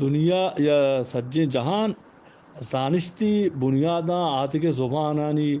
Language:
Eastern Balochi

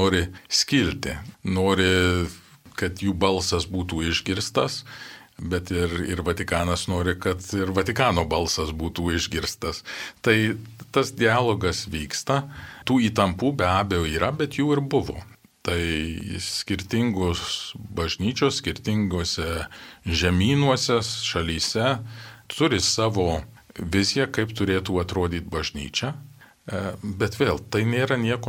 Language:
Lithuanian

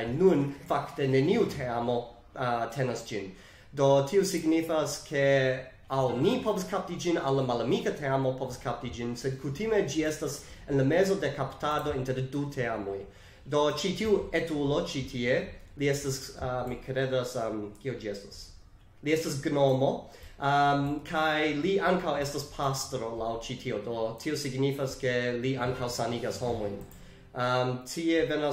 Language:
Esperanto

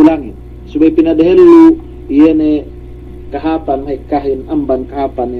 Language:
Yakan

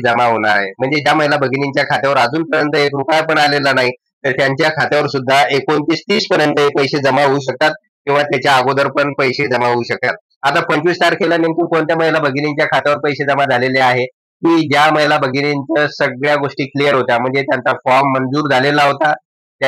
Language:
Marathi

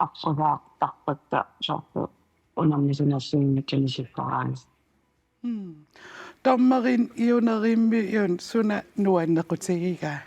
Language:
Kalaallisut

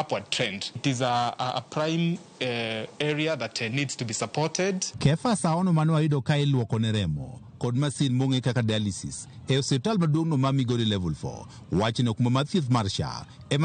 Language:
Luo (Kenya and Tanzania)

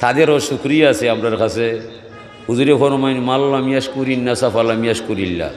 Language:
Sylheti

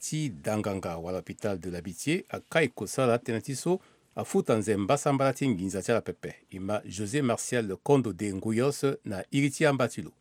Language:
Sango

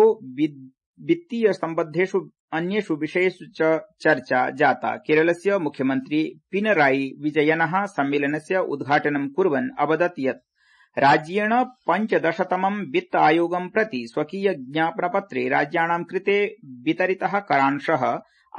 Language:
Sanskrit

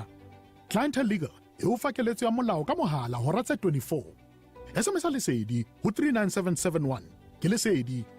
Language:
Southern Sotho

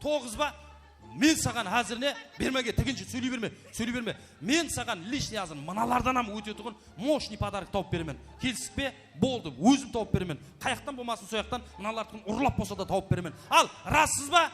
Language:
Kara-Kalpak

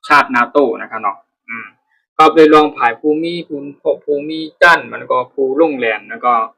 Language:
Shan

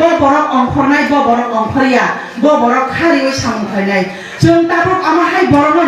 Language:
Kok Borok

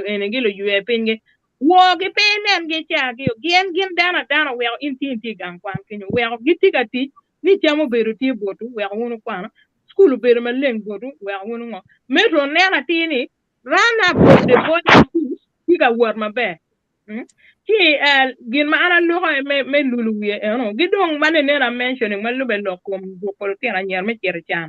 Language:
Acoli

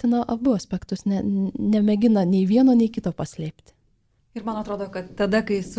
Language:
Lithuanian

